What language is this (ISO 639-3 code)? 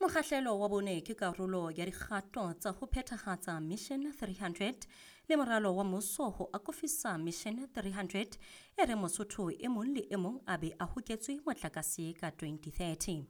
sot